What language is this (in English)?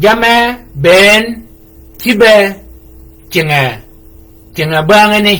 Shilluk